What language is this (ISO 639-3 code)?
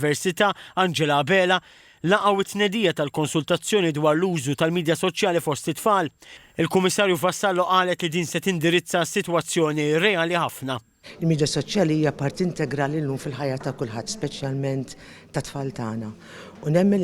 mlt